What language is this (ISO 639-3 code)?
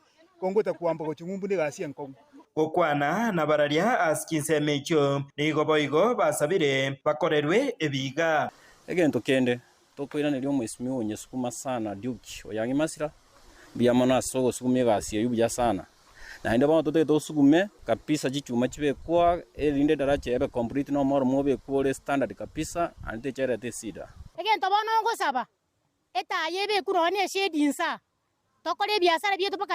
guz